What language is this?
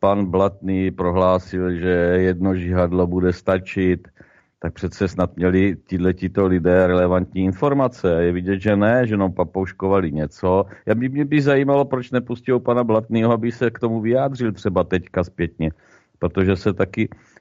Czech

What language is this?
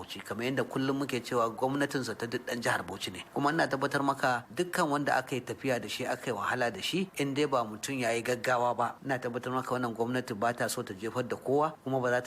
Hausa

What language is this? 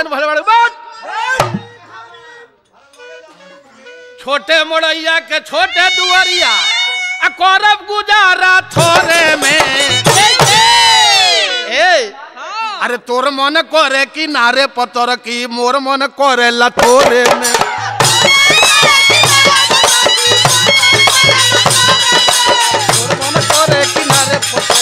Bhojpuri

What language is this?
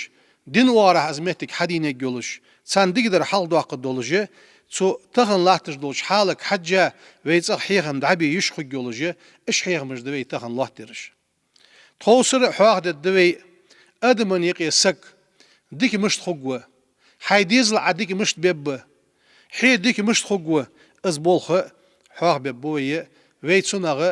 Ingush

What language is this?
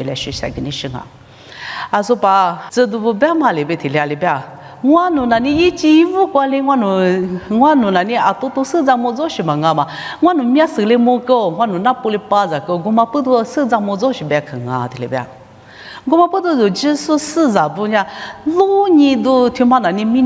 Lisu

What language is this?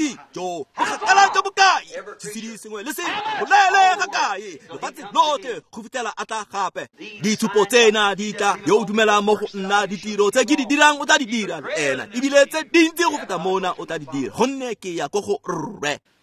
Tswana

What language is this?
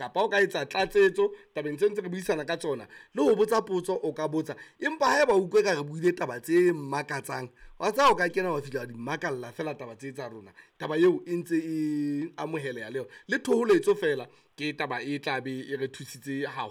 Southern Sotho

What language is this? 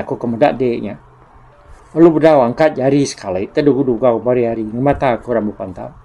Iban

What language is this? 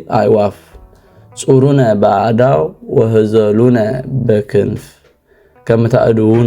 Tigrinya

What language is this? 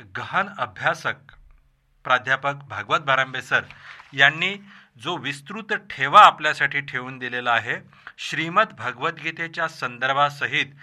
Marathi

